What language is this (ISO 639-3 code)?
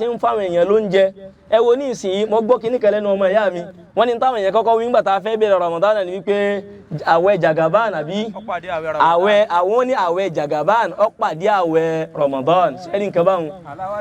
yor